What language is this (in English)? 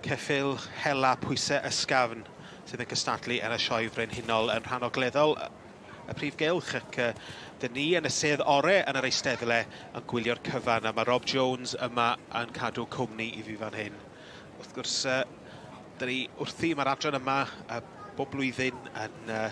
Welsh